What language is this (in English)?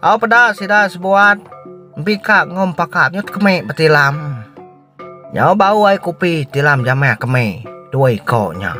Iban